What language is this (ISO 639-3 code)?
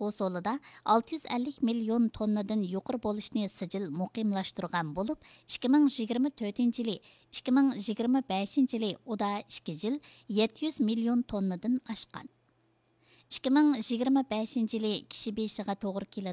uig